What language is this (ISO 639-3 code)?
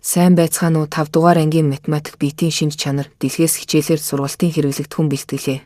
mon